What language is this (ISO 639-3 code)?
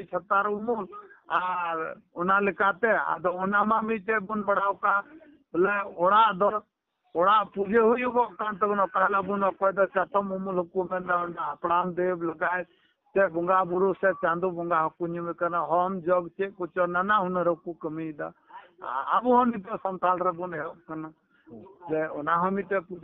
sat